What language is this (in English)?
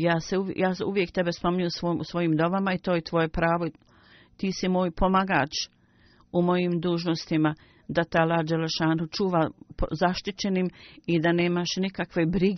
Bosnian